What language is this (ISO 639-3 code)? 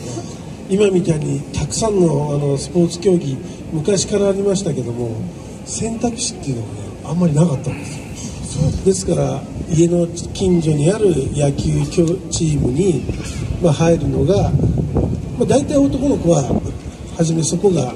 jpn